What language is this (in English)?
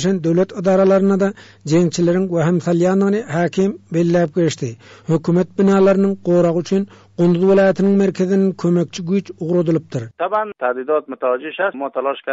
Turkmen